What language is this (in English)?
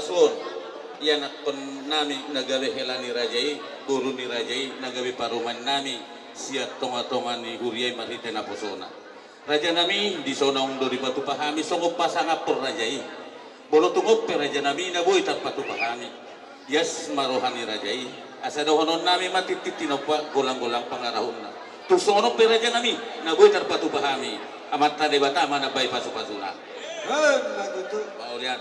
Batak Toba